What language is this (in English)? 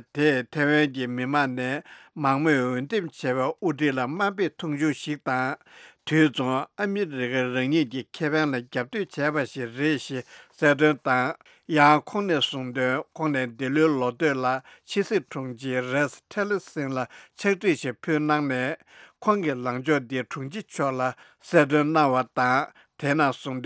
Tibetan